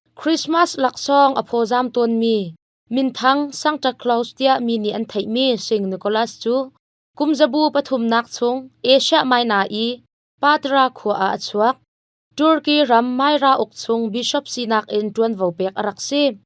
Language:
Hakha Chin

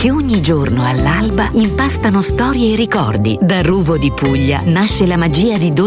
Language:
Italian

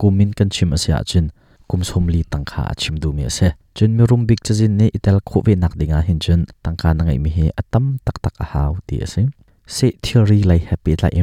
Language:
Hakha Chin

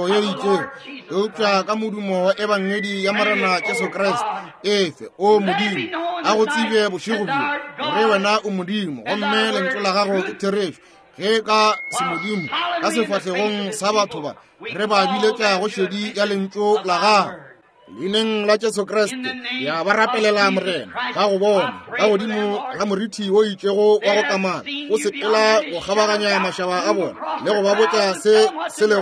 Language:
Northern Sotho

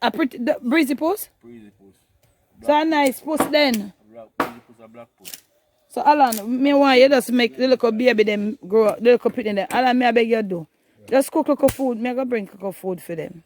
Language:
Jamaican Creole English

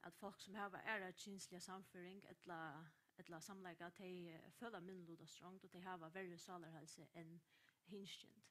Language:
Faroese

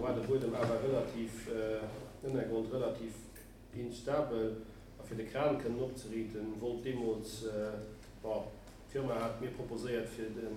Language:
Luxembourgish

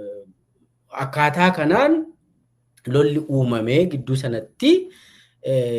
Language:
Oromo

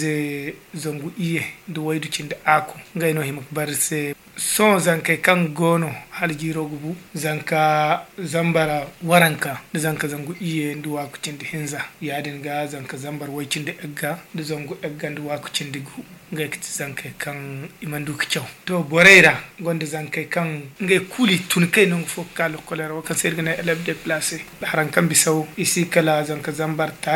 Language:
Zarma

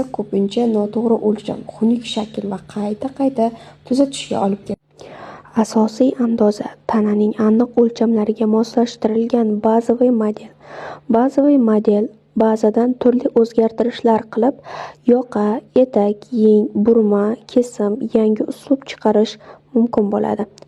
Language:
Uzbek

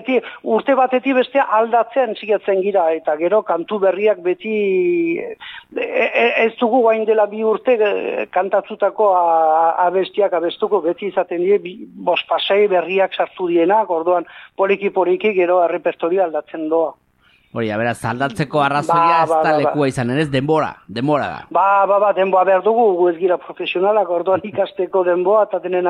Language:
Basque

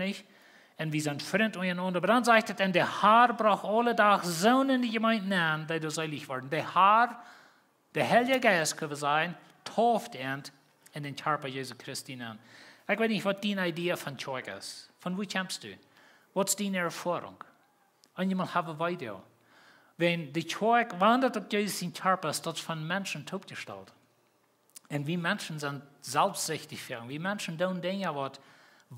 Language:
Plautdietsch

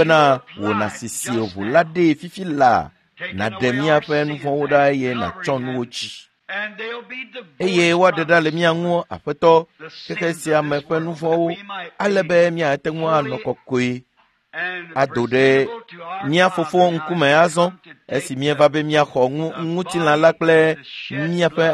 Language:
Ewe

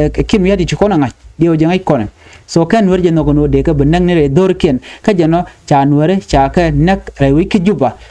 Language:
Nuer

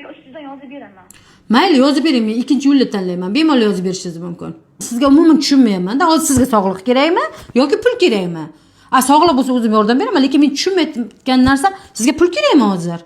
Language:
Uzbek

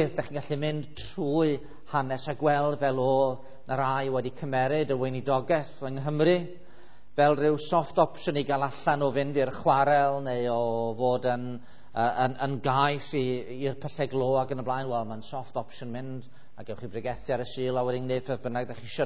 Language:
Welsh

